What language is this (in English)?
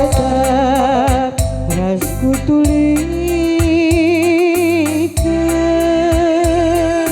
Batak Karo